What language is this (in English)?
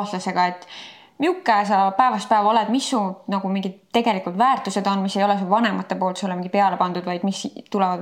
Estonian